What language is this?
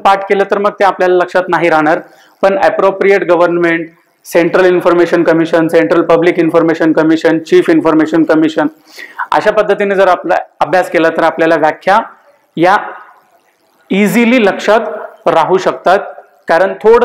Marathi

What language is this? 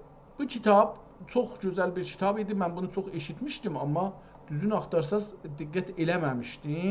South Azerbaijani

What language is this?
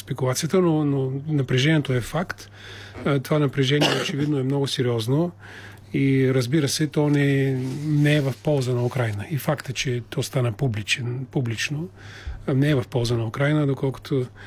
Bulgarian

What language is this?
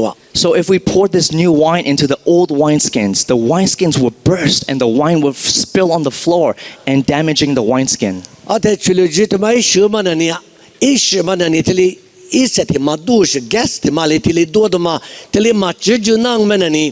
Lisu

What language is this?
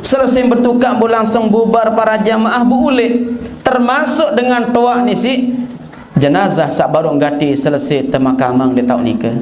Sasak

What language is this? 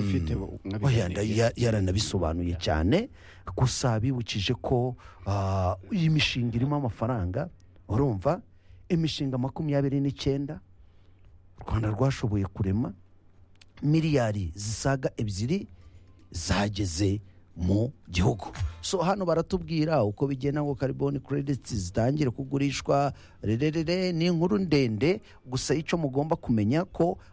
Kinyarwanda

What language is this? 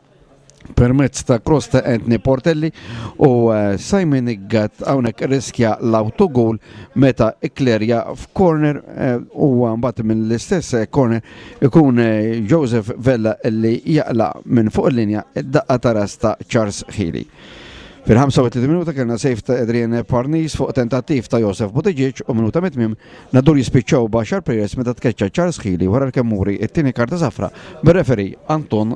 Maltese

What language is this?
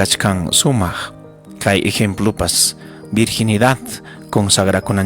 Ayacucho Quechua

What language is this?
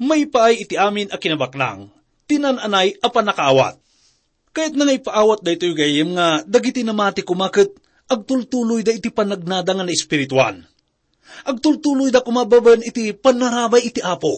Iloko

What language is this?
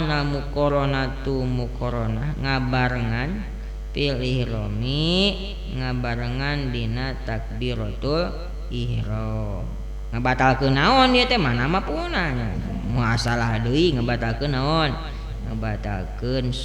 Sundanese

